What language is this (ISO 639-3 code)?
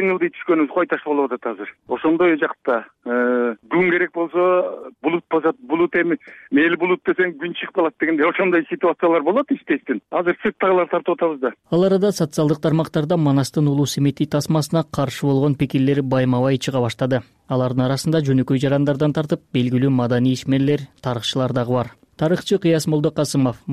kir